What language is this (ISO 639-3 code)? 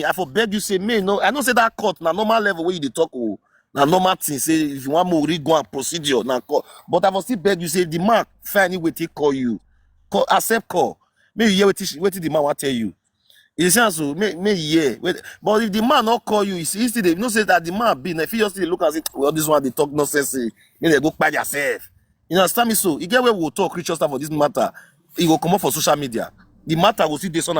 pcm